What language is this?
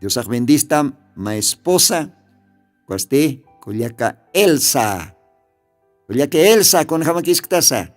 Aymara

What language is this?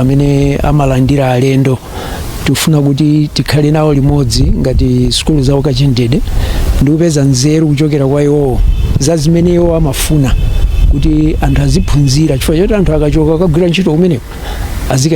Nyanja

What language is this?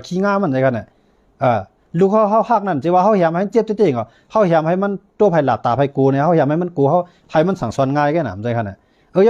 Shan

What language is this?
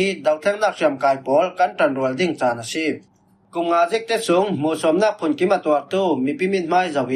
Falam Chin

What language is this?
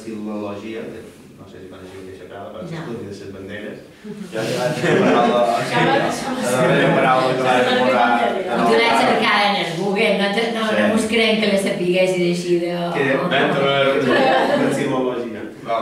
Catalan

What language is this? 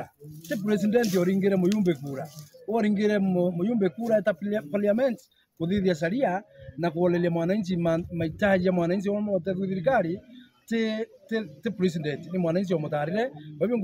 Meru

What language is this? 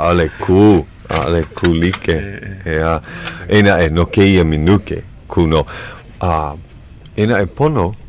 Hawaiian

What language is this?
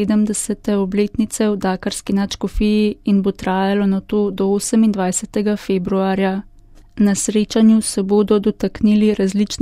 Slovenian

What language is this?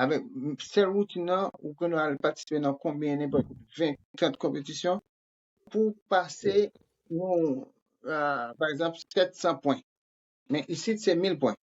Haitian Creole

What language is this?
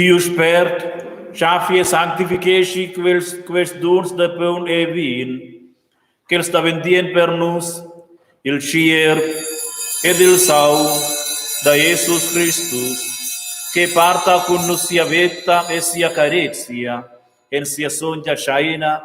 Romansh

